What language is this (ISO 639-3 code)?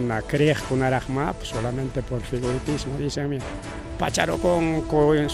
quy